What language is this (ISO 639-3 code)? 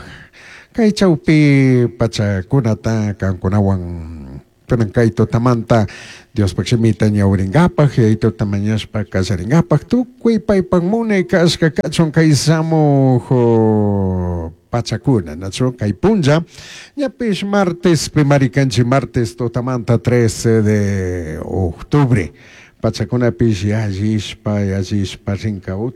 qug